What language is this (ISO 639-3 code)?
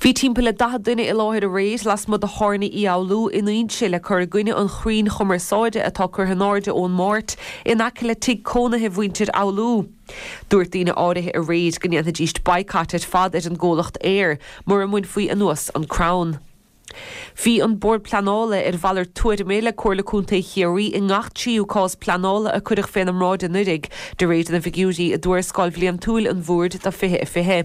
gle